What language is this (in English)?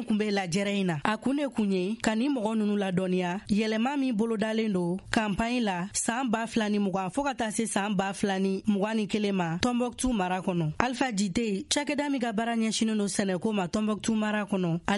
Bambara